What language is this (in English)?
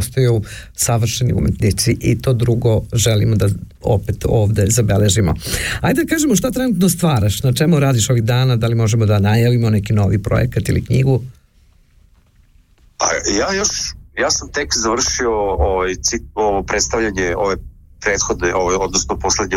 Serbian